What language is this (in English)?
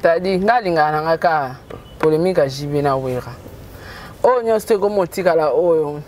Lingala